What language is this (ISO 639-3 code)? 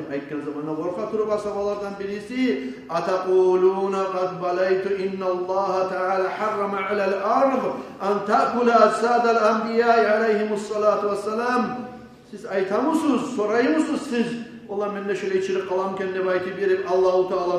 kum